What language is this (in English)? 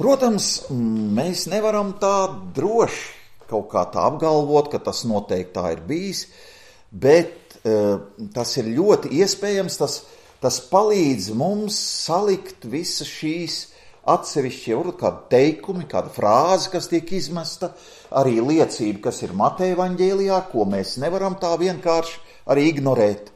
Latvian